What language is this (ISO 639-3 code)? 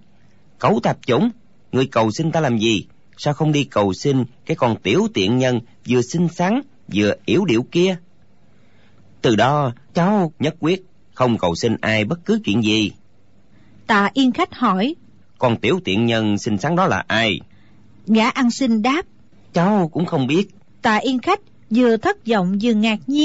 vie